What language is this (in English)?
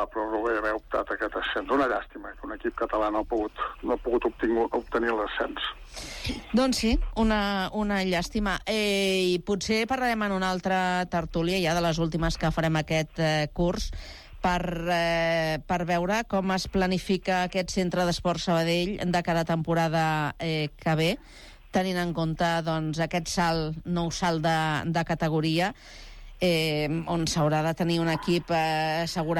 Catalan